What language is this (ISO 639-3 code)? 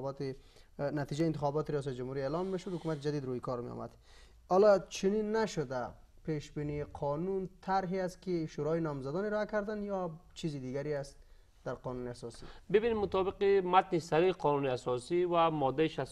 fas